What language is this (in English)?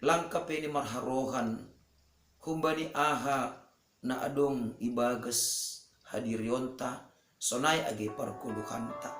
Batak Simalungun